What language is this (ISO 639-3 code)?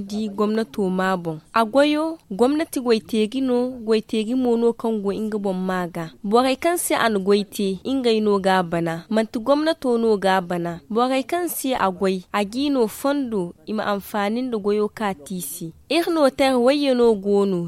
dje